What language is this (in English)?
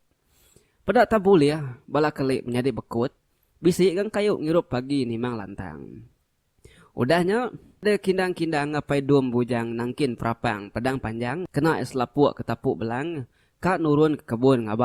Iban